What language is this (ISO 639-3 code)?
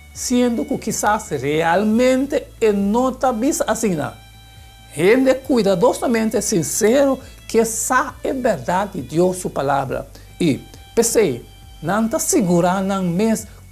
pap